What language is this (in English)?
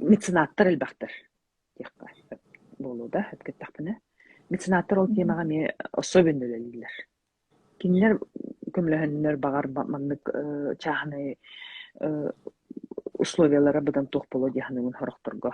Yakut